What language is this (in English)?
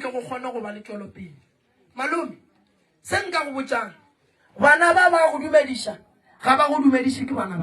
Northern Sotho